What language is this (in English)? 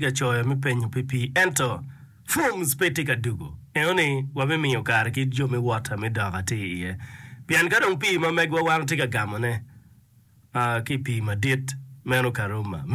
Acoli